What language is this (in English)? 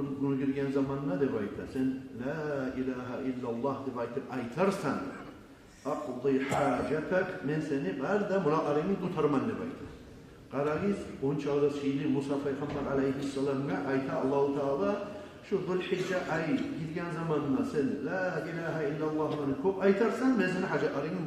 Kumyk